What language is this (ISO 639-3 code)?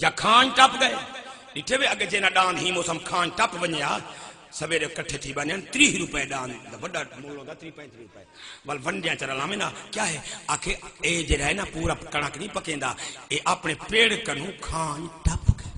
skr